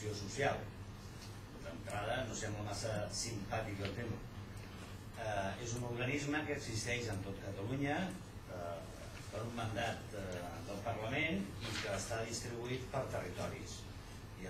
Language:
Catalan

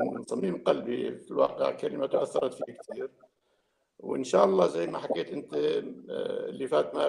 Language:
North Levantine Arabic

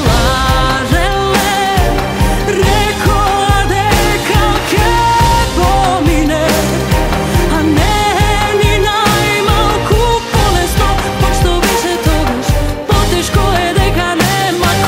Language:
Macedonian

